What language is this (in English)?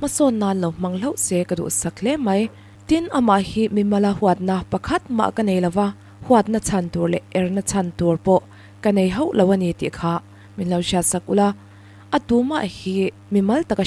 Mizo